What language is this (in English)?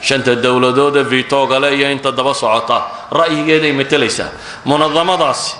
Somali